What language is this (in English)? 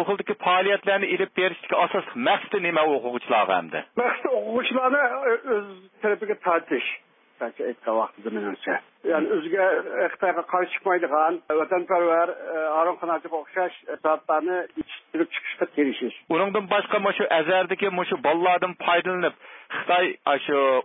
Uyghur